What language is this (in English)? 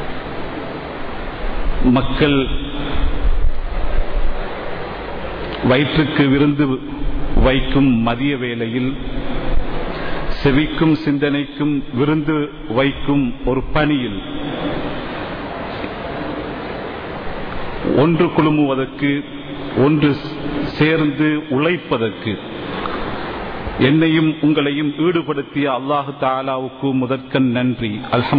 Tamil